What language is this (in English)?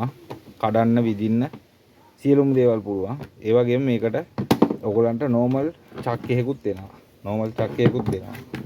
Sinhala